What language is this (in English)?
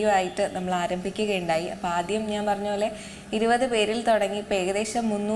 Malayalam